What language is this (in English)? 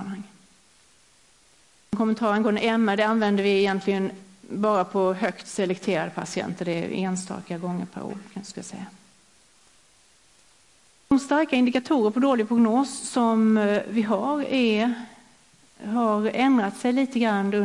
Swedish